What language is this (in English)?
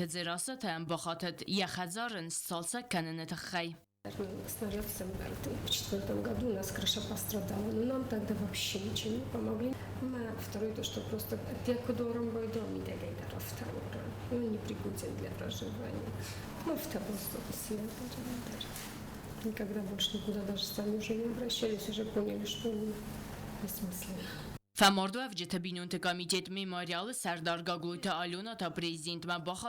Ossetic